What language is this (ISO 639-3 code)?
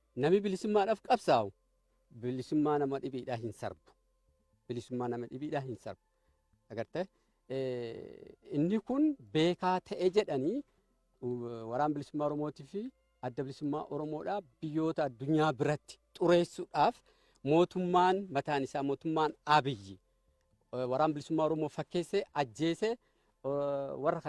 orm